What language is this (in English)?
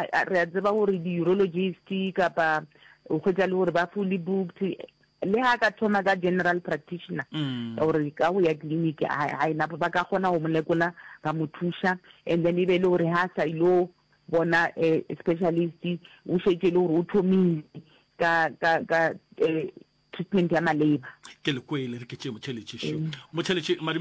Northern Sotho